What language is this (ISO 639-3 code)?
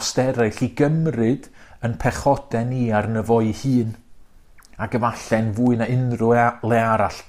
cym